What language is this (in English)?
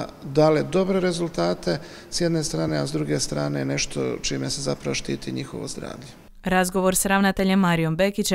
Croatian